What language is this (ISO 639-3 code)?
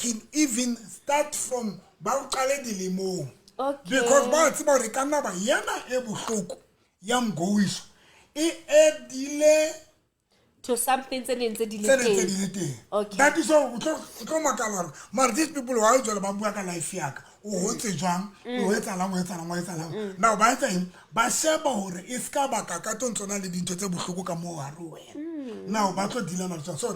sot